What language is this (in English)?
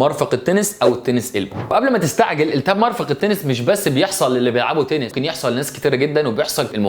Egyptian Arabic